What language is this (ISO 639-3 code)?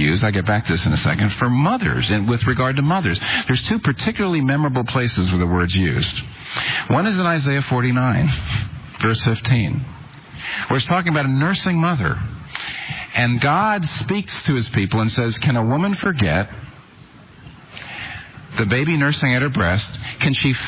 eng